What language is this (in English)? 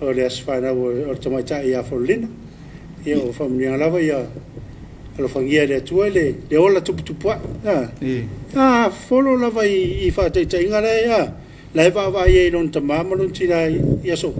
Samoan